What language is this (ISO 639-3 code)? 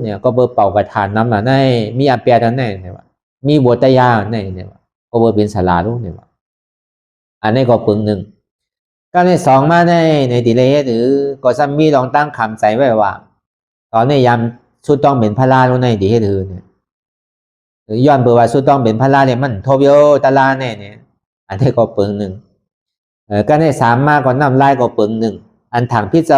shn